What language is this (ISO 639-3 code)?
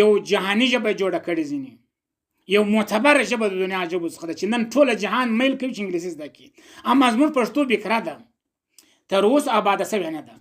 pus